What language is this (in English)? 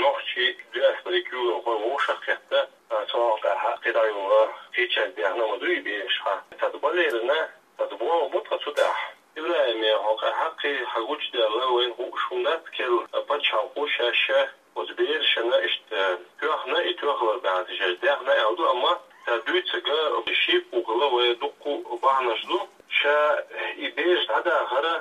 Chechen